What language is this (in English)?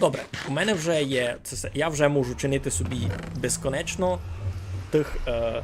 Rusyn